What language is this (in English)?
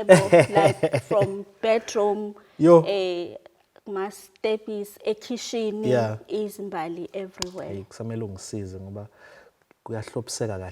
Zulu